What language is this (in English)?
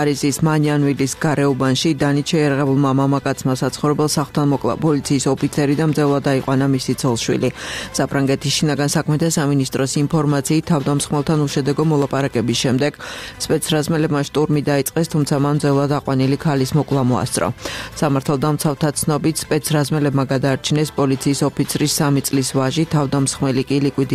Georgian